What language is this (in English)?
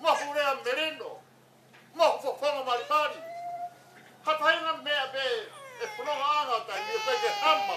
Tongan